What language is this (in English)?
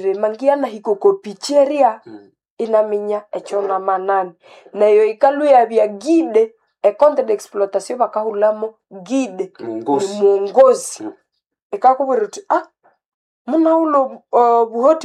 Nande